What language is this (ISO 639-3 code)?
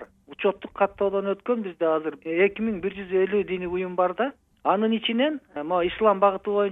kir